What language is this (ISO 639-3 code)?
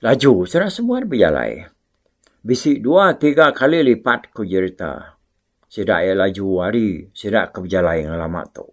iba